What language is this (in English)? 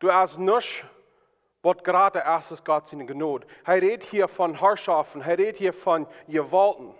Plautdietsch